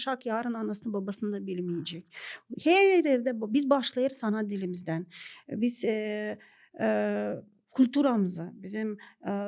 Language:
Gagauz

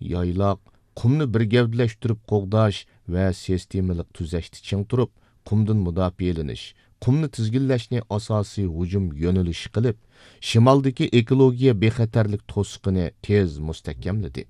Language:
Uyghur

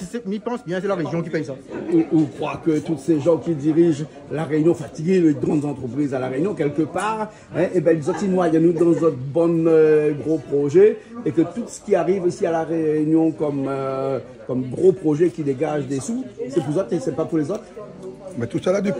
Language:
Réunion Creole French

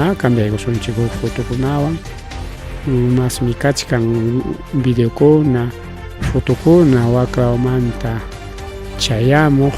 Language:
Ayacucho Quechua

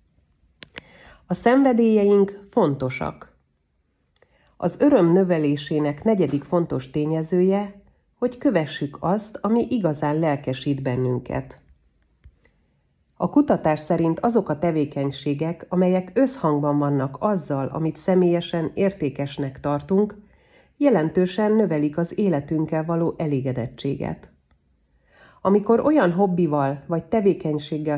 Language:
Hungarian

